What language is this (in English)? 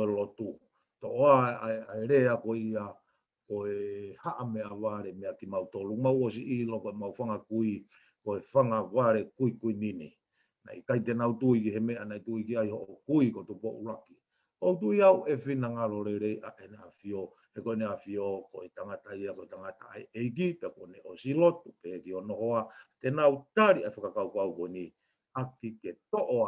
Tongan